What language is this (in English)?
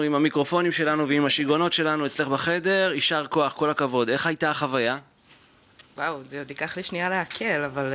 Hebrew